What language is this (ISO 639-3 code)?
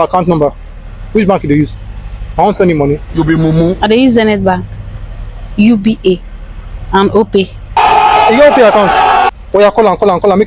pcm